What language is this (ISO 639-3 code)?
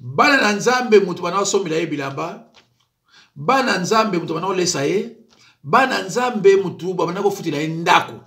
lin